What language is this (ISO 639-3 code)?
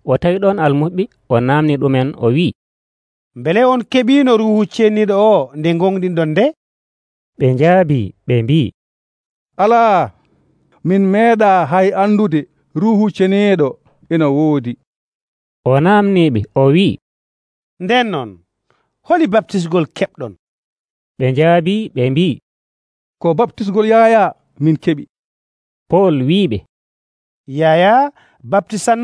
fuv